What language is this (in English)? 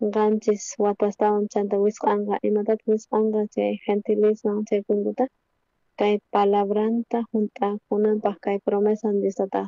South Bolivian Quechua